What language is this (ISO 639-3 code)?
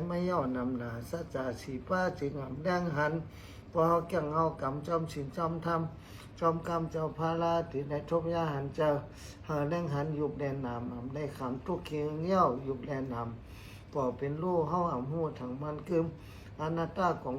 shn